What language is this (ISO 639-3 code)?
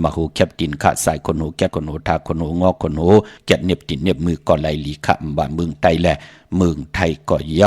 shn